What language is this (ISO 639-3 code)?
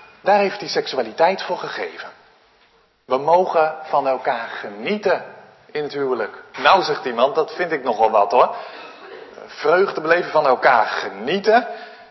nld